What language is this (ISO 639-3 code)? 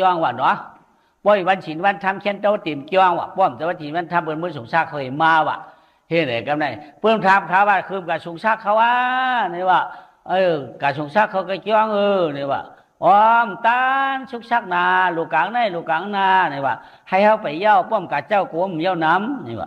shn